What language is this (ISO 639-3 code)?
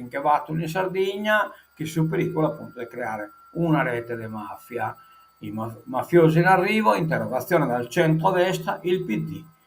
srd